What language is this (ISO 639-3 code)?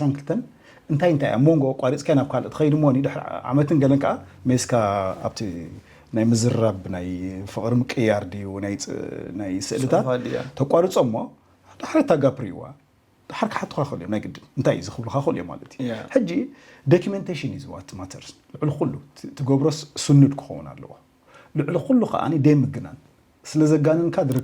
tir